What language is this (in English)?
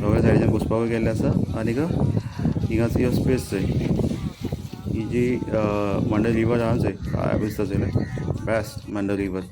Konkani